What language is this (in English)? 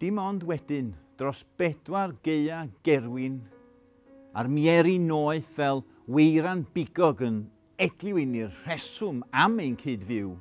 Welsh